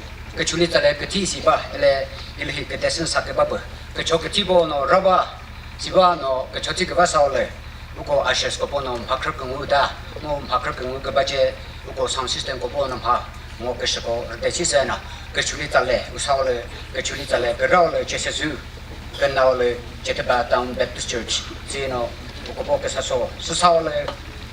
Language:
Chokri Naga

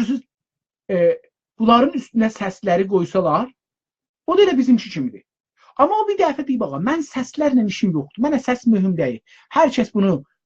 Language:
South Azerbaijani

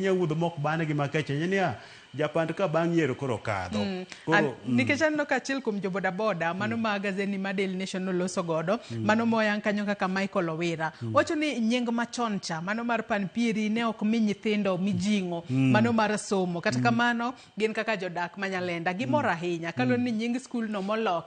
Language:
Luo (Kenya and Tanzania)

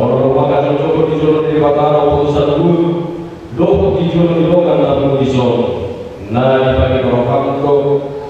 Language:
Batak Toba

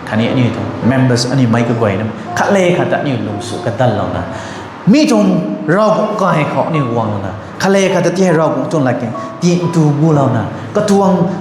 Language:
Rongmei Naga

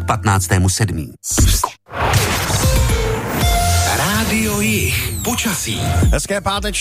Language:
Czech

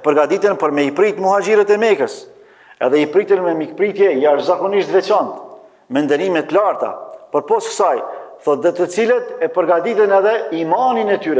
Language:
Albanian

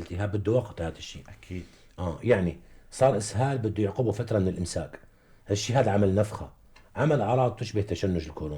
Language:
North Levantine Arabic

